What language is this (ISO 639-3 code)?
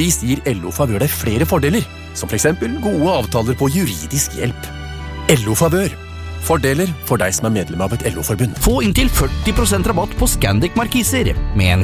nor